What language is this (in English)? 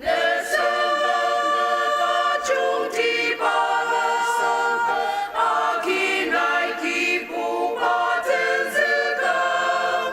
Ao Naga